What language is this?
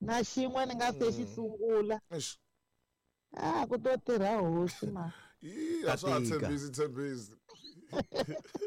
Tsonga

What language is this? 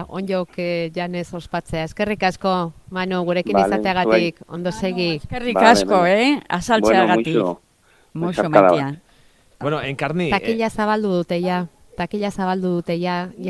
Basque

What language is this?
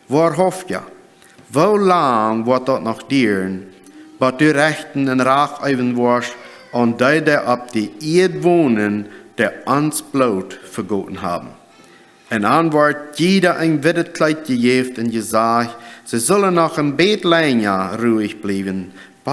Plautdietsch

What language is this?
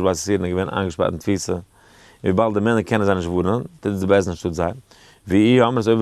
Yiddish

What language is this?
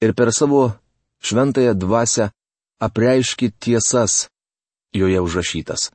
Lithuanian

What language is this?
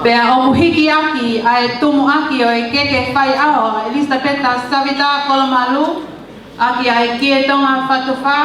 Tongan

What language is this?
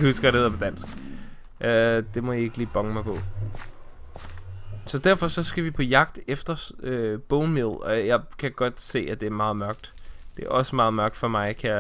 Danish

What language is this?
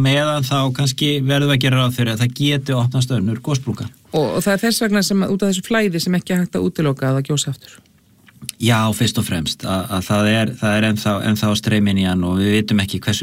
Icelandic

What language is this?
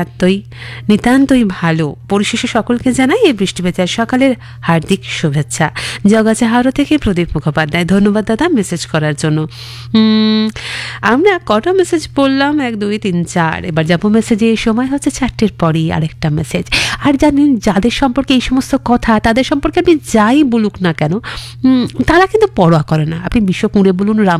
Bangla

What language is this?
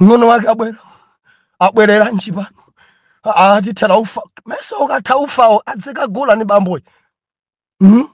Nyanja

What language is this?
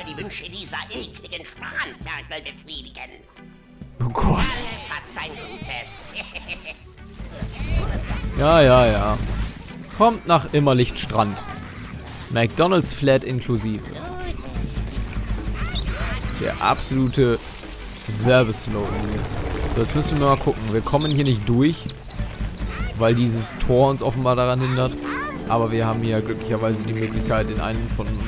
German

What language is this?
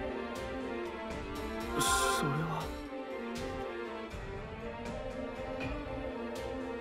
Japanese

